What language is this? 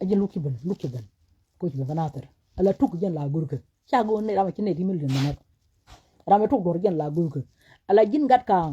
Nuer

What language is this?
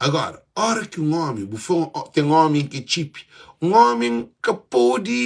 Kabuverdianu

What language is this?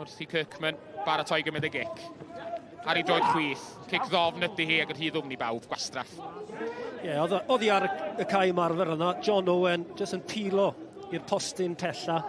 Welsh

